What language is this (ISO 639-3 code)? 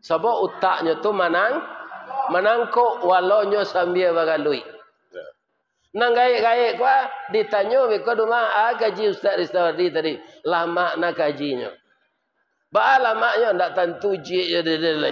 min